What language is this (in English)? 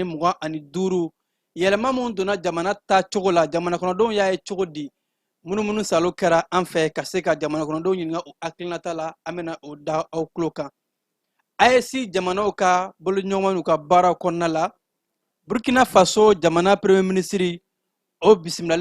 Bambara